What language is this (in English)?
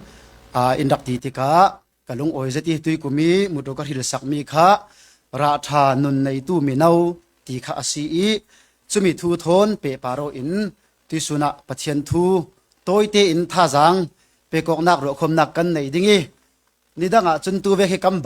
Falam Chin